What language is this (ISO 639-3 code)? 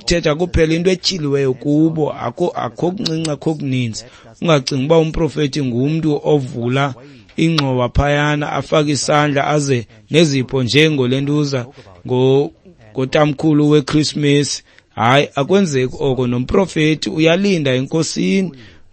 xho